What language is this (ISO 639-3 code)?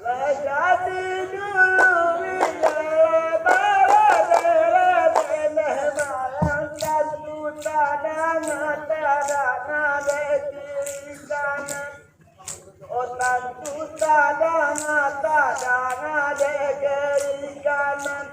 min